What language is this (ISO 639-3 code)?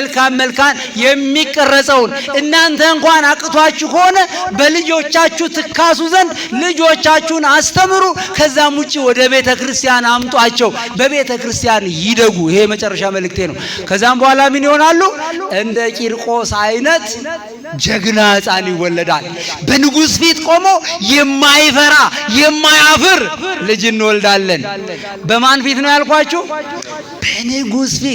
amh